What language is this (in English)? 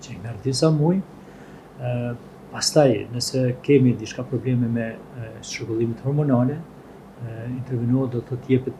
Albanian